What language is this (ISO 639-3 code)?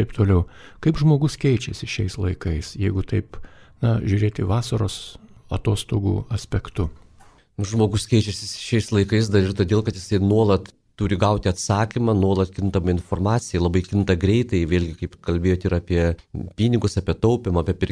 lit